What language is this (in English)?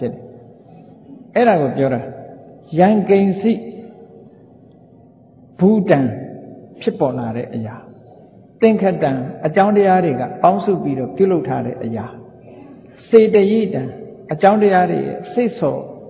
Burmese